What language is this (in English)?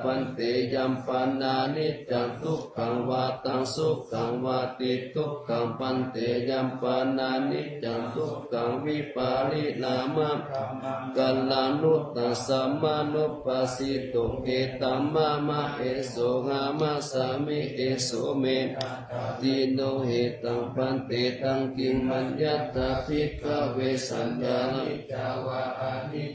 Pali